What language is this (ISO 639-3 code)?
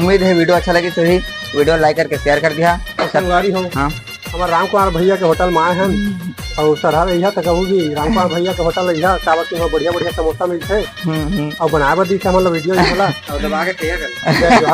hne